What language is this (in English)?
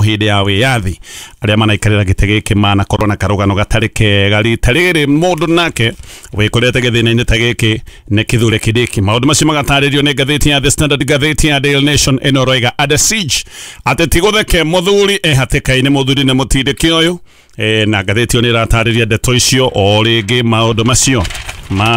Kikuyu